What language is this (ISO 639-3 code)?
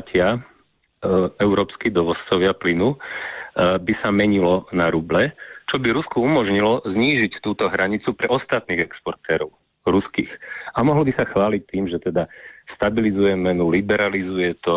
slk